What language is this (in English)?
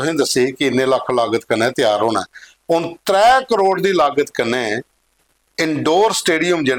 Dogri